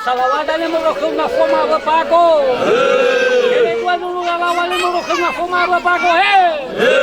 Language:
Nias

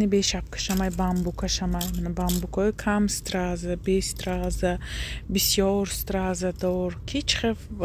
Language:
Tajik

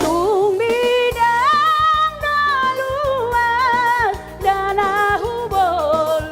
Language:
Batak Toba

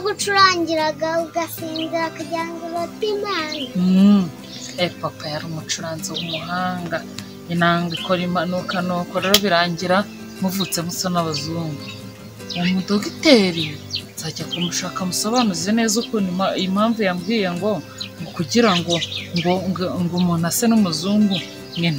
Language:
Kinyarwanda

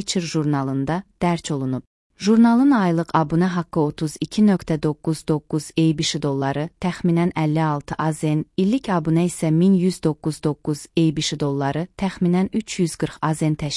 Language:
Azerbaijani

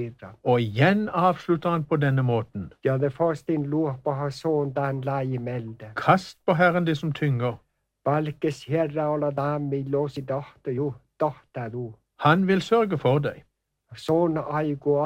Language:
Norwegian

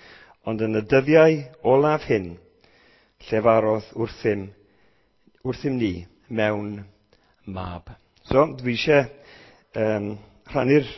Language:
Welsh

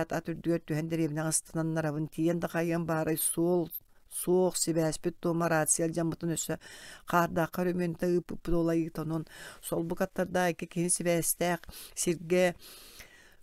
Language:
Yakut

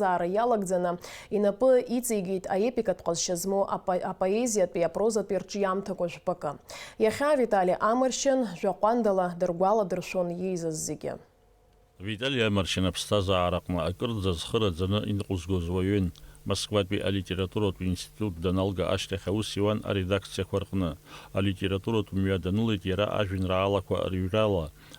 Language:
Abkhazian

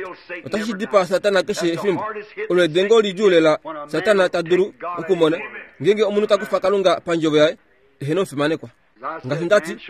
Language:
Kuanyama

